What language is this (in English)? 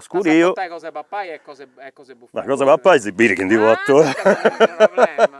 Sardinian